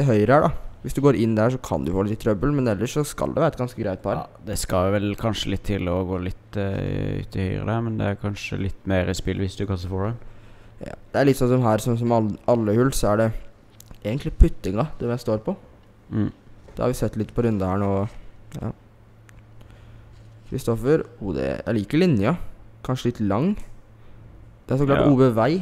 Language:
Norwegian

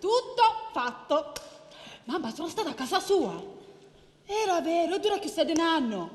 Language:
Sicilian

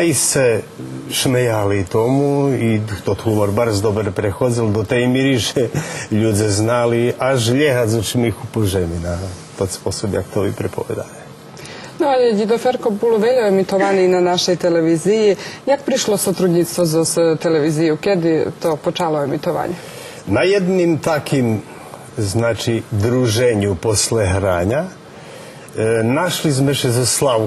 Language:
Rusyn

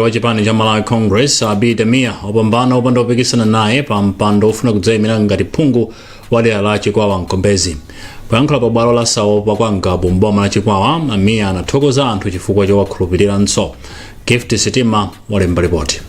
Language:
Nyanja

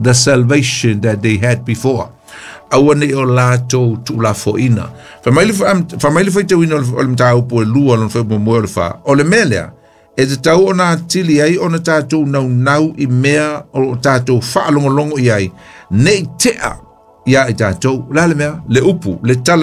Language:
Samoan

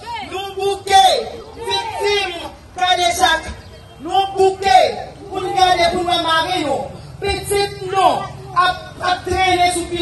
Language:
Haitian Creole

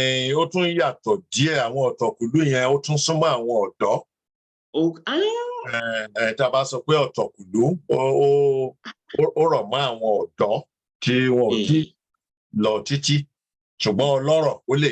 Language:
Yoruba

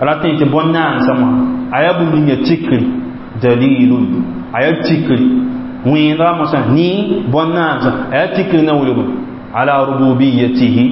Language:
Mossi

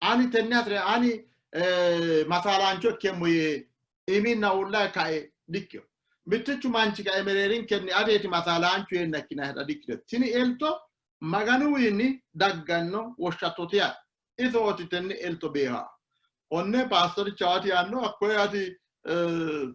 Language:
Sidamo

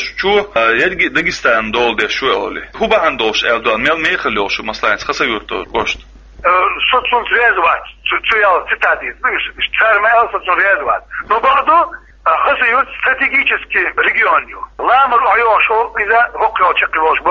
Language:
Chechen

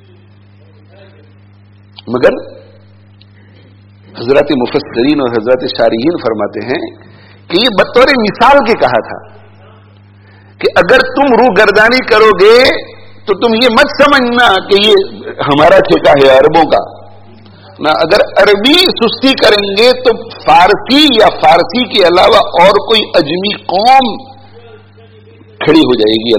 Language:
Urdu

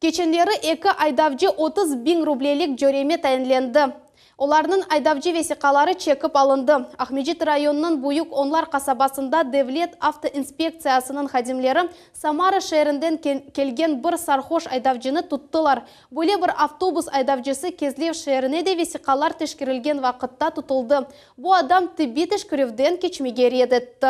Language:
Crimean Tatar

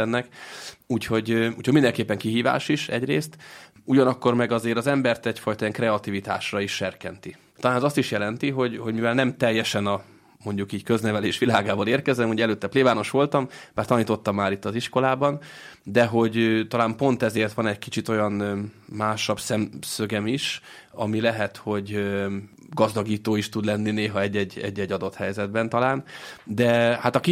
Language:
Hungarian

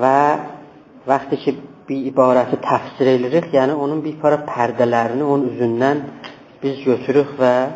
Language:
South Azerbaijani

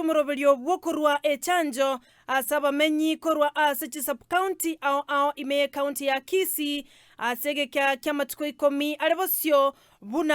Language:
Gusii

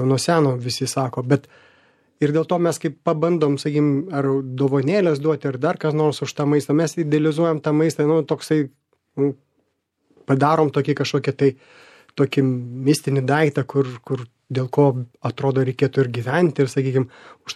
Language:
Lithuanian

